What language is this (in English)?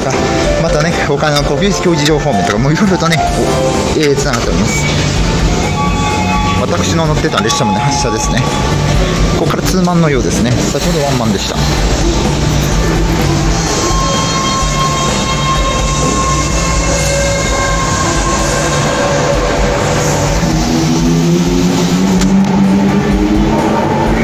Japanese